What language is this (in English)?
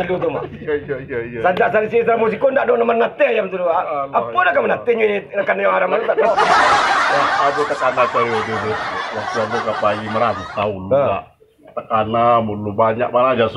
Minangkabau